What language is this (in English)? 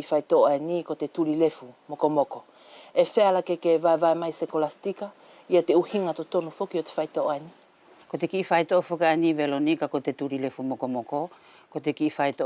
Wallisian